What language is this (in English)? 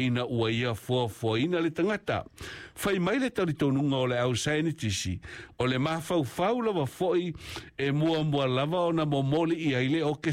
Samoan